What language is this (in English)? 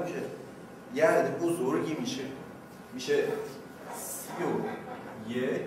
Persian